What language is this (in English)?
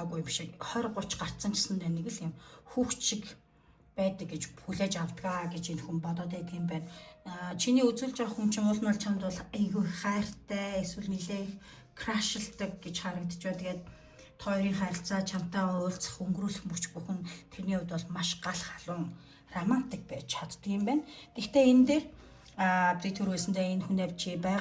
Mongolian